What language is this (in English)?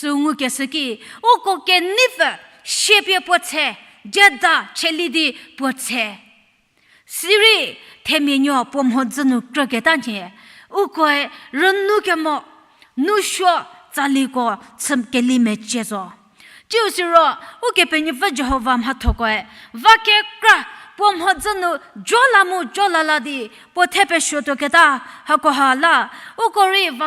Angami Naga